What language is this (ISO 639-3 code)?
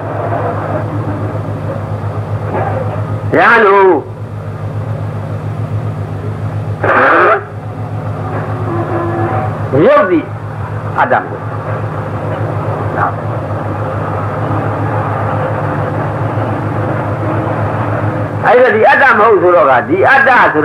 mya